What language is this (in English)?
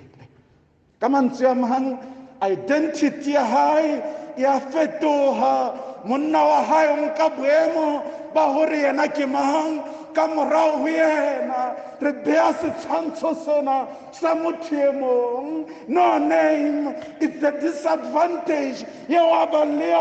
Southern Sotho